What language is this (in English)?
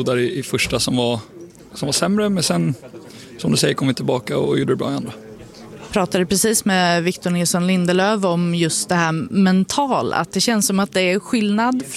Swedish